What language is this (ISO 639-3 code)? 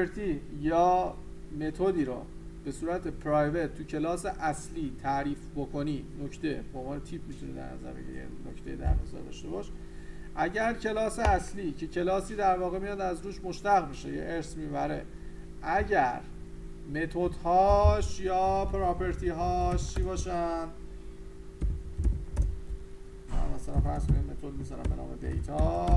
fas